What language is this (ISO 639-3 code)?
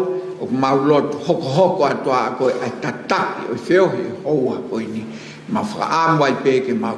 ton